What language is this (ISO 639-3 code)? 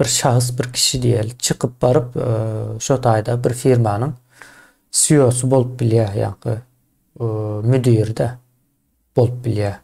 tuk